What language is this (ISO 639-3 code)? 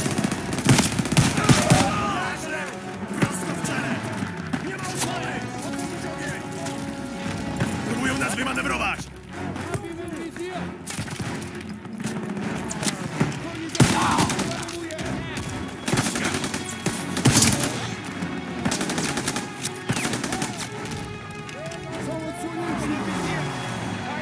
pol